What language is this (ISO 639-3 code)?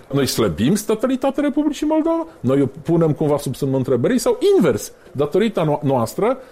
ron